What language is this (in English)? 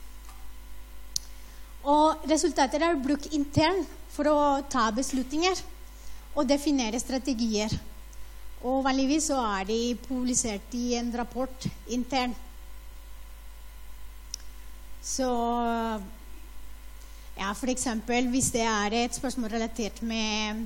Norwegian